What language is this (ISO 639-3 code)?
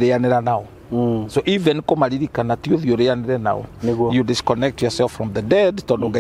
kik